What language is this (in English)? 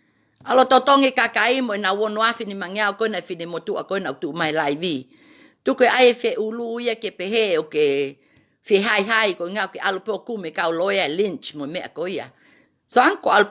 Tongan